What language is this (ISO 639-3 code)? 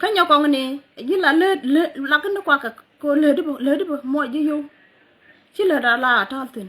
nus